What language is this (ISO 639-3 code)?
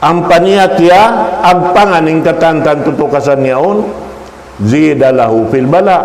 tsg